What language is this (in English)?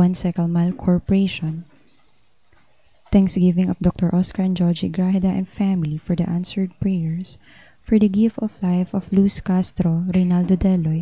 Cebuano